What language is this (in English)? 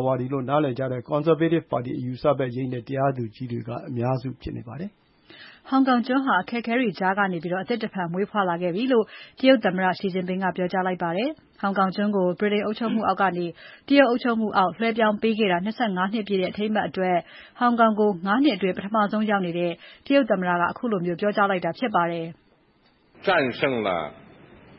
Burmese